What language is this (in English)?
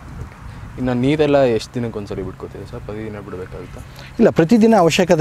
Kannada